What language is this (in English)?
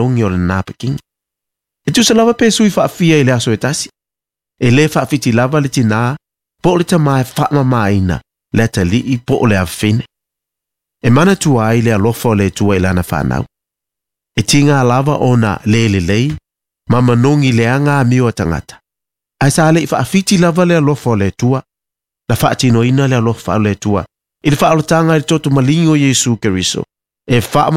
Samoan